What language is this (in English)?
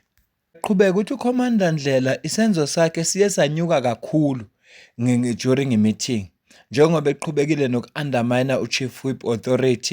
Zulu